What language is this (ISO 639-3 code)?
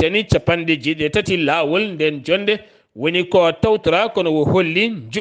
ful